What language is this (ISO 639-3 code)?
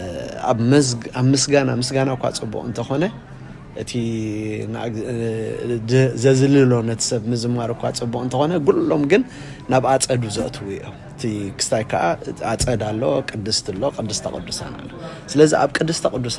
tir